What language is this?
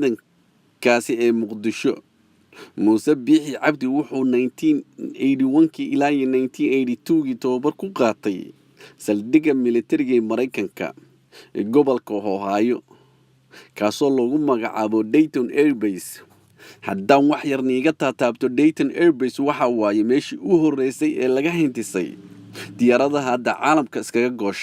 Somali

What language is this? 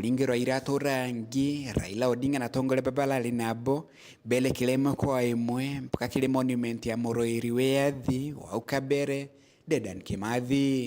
Meru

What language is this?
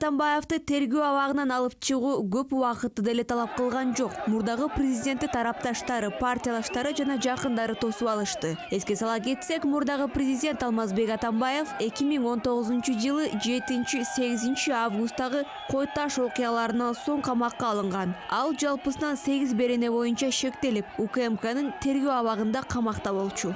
Kyrgyz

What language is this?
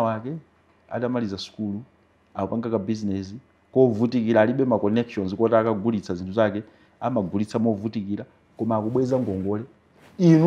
Nyanja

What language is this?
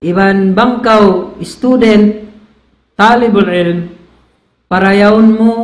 Tausug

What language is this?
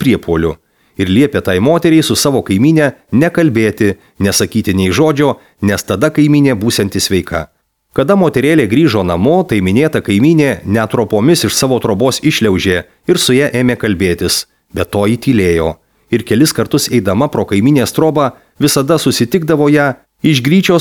Lithuanian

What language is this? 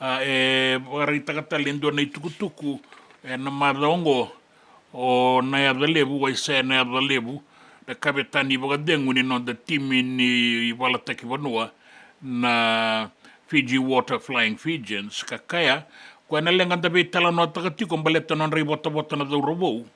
Fijian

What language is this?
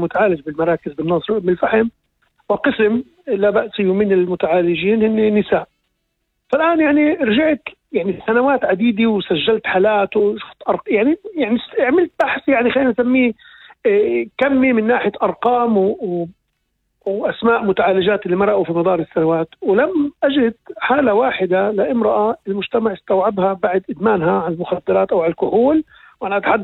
North Levantine Arabic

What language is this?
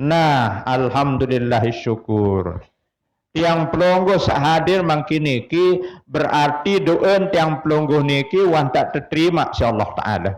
Sasak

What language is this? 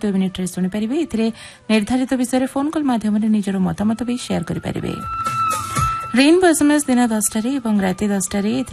Odia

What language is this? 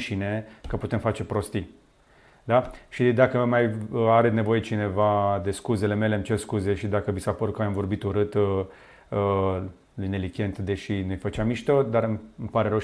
Romanian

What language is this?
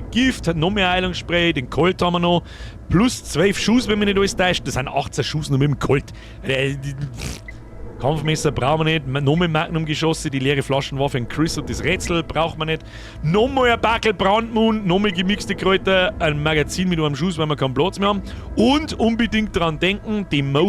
Bavarian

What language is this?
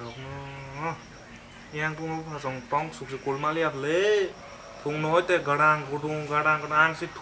Kok Borok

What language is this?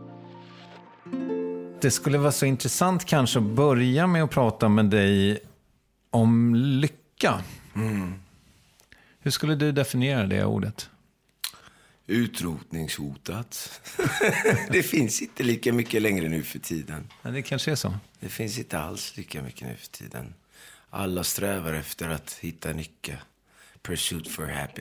Swedish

